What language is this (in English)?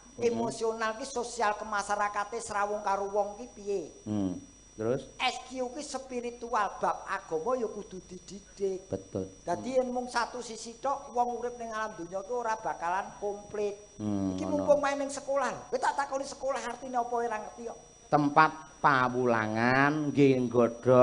Javanese